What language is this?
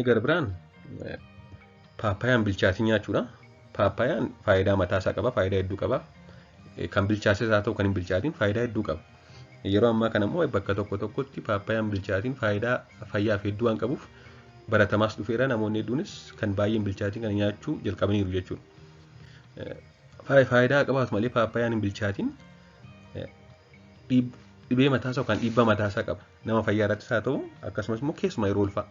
Oromo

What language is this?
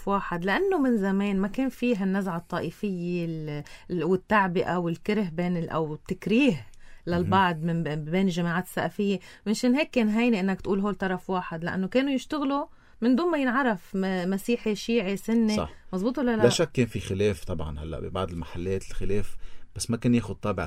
North Levantine Arabic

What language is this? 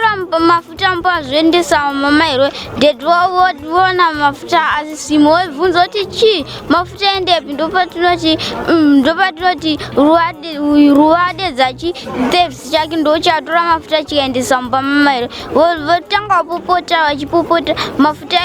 Shona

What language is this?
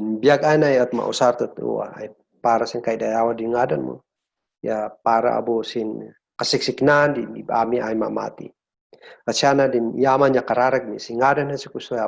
Kankanaey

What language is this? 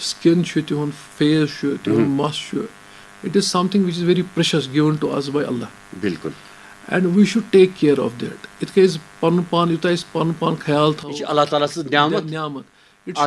Kashmiri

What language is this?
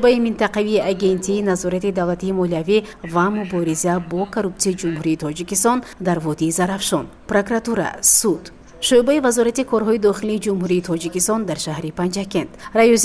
Tajik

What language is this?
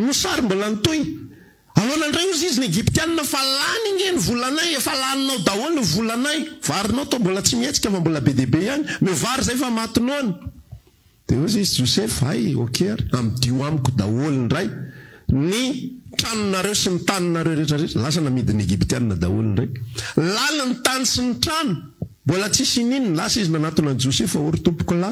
Malagasy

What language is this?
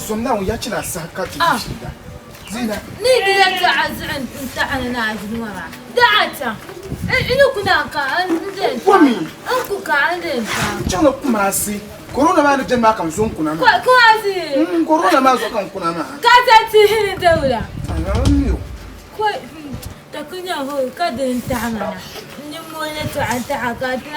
Dagbani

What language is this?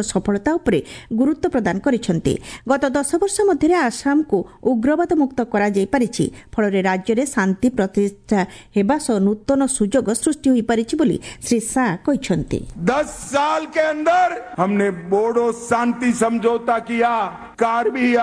Odia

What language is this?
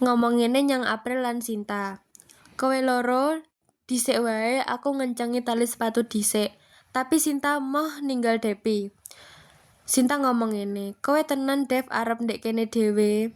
Javanese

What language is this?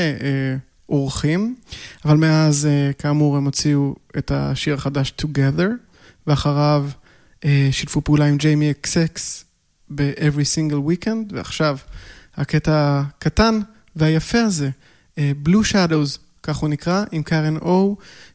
Hebrew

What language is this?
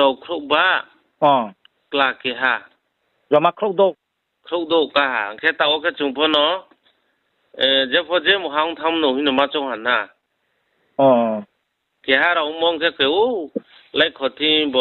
Riang (India)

